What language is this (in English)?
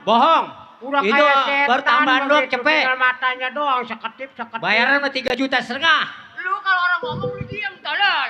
Betawi